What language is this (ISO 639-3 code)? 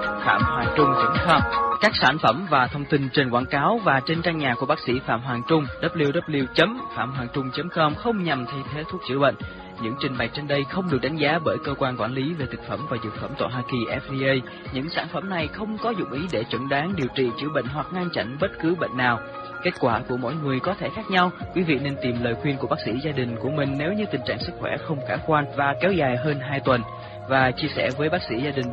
vie